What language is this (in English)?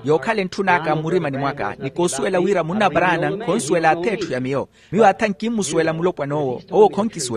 Makhuwa